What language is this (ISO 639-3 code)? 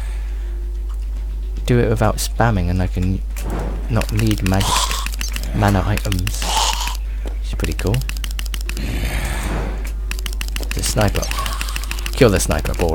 eng